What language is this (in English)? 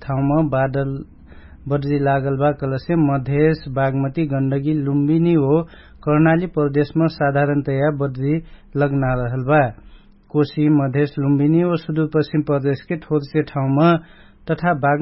Dangaura Tharu